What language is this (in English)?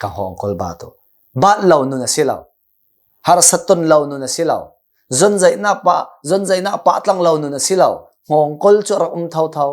Hakha Chin